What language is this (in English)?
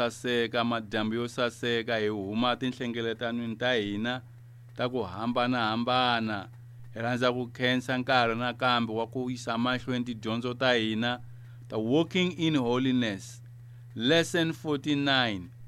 Tsonga